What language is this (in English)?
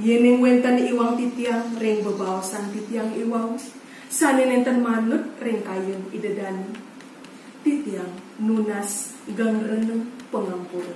Balinese